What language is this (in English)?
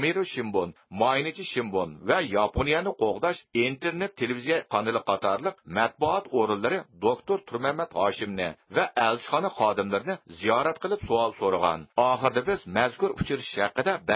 Uyghur